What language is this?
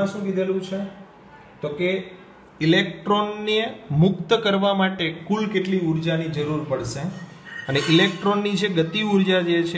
Gujarati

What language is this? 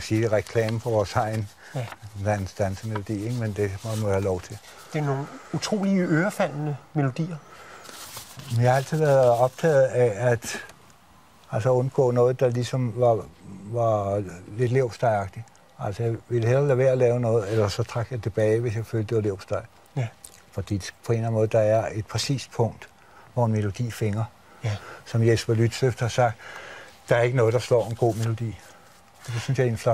Danish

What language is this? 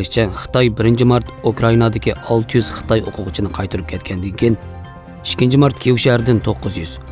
Uyghur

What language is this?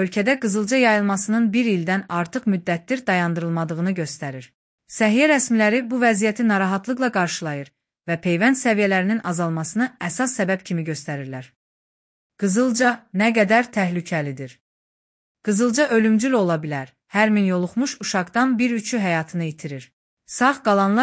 Azerbaijani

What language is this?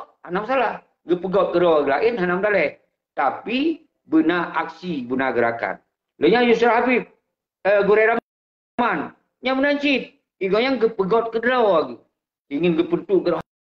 Achinese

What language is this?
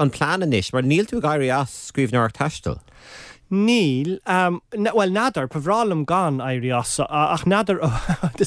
Irish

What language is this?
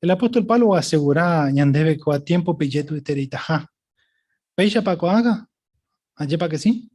Guarani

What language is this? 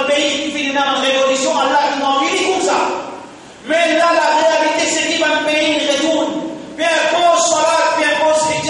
Morisyen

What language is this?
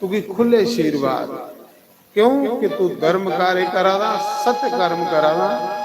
Dogri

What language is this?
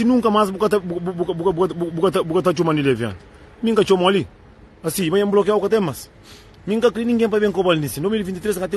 Kabuverdianu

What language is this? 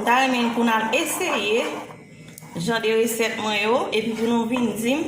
Haitian Creole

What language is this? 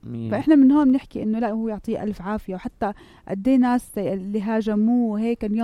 North Levantine Arabic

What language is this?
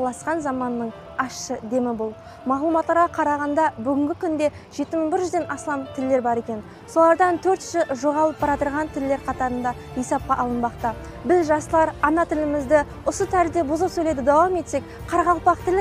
Kara-Kalpak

